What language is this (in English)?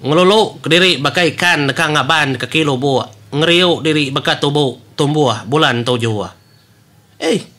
Iban